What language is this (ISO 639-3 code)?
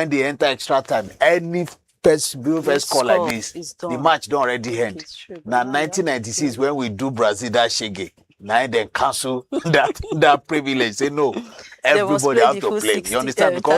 pcm